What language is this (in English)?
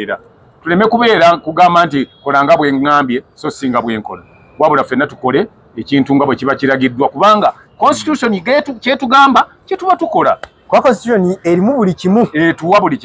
Ganda